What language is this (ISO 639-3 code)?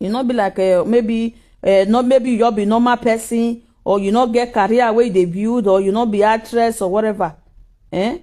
pcm